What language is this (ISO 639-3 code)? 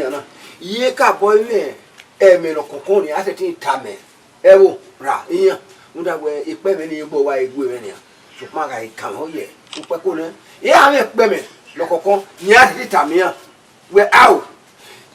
bin